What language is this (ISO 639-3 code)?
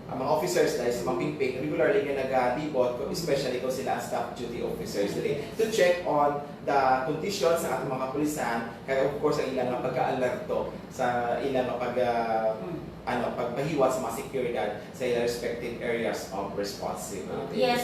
hil